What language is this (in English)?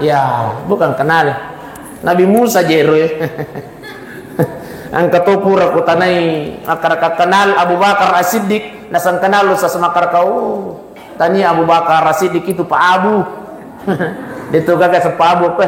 Buginese